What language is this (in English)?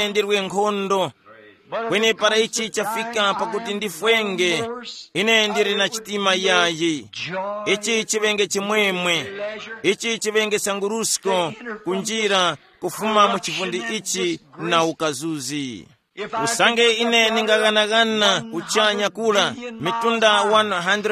Tumbuka